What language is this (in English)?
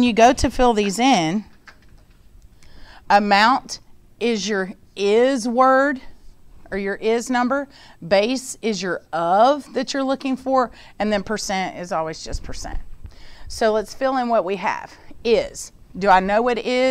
English